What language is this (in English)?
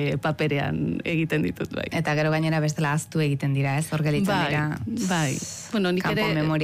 Basque